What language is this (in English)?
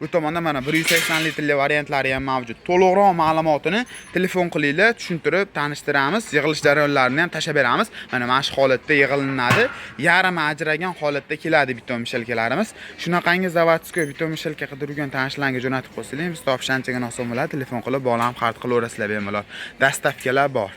Uzbek